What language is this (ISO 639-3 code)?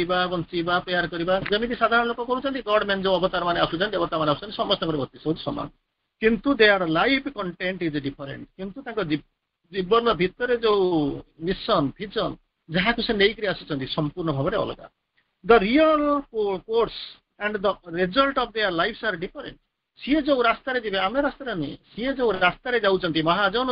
ori